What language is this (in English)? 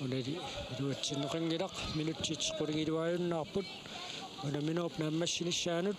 Kalaallisut